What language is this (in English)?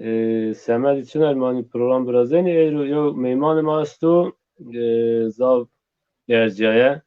Zaza